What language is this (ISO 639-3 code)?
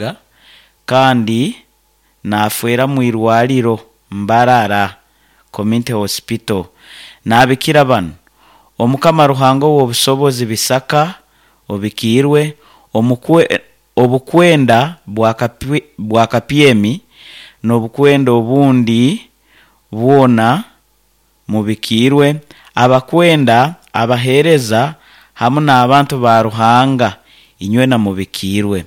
nyo